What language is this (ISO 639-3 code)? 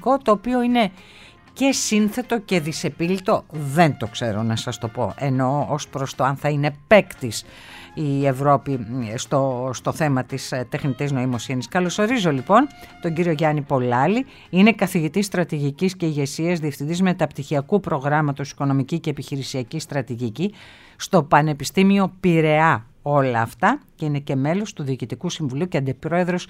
ell